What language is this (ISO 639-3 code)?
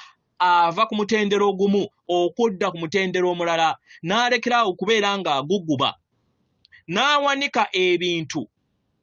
lug